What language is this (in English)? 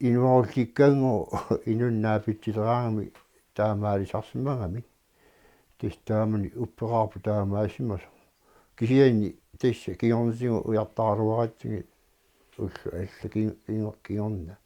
Kalaallisut